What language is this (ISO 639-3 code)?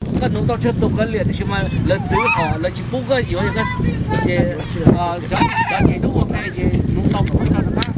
hmn